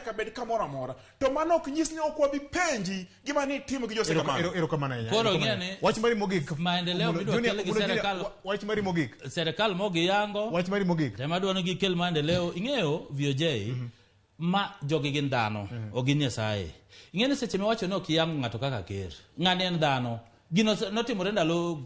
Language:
Luo (Kenya and Tanzania)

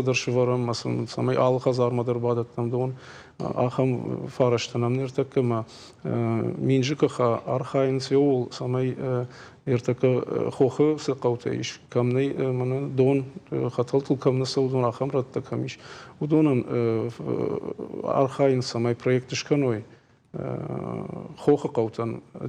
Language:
Ossetic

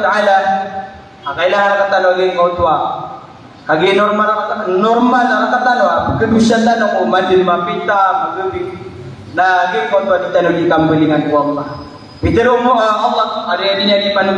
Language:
Maranao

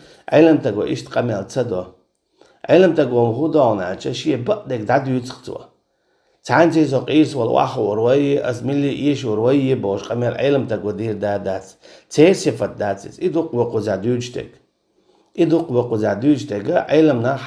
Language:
Chechen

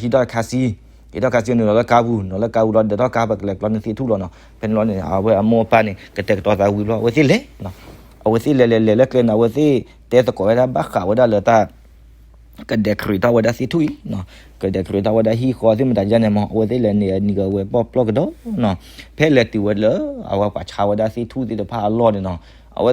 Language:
S'gaw Karen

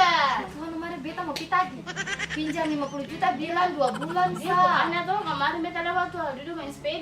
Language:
Ambonese Malay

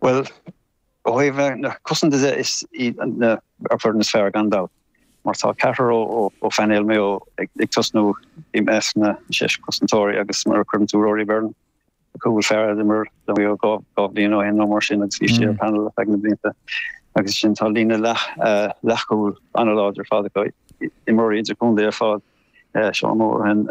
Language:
Irish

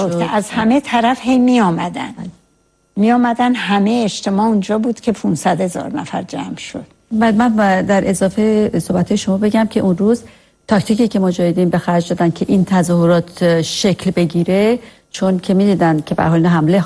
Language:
Persian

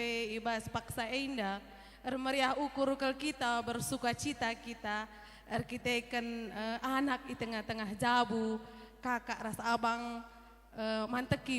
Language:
Batak Karo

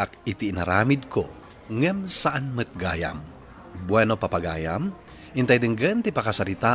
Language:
Iloko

